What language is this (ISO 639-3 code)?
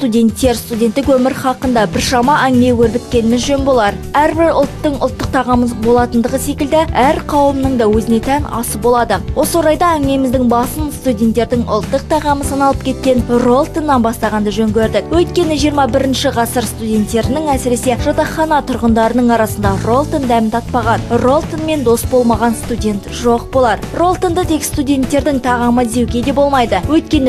kaz